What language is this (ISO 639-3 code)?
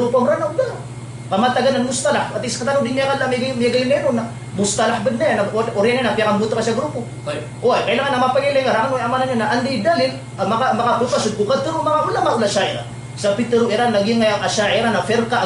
mrw